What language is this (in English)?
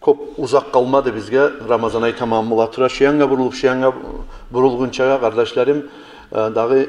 Kumyk